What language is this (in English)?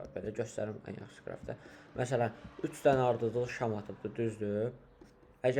Azerbaijani